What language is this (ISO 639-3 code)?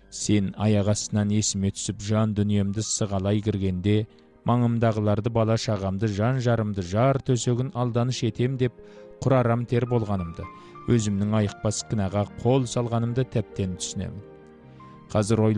kaz